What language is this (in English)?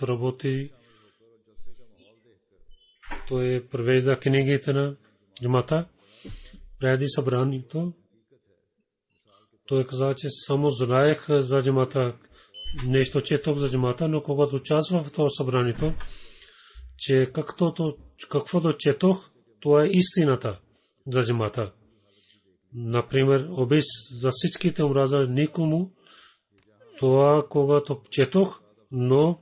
Bulgarian